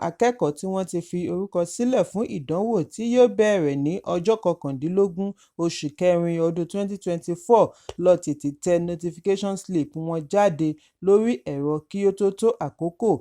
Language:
Yoruba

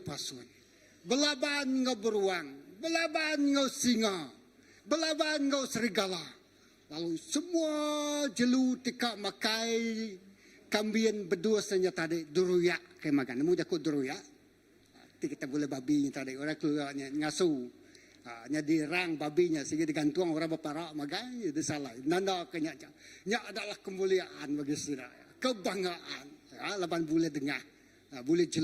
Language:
Iban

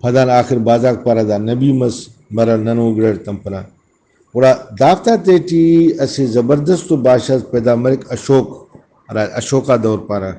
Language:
Brahui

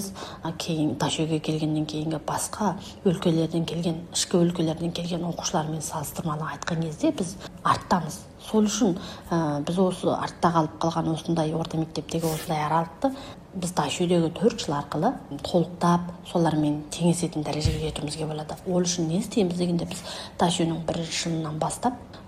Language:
Kazakh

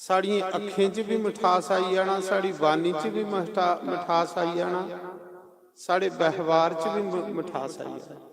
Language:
Dogri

